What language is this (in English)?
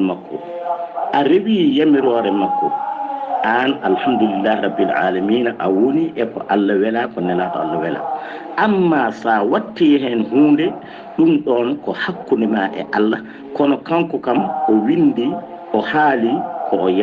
Fula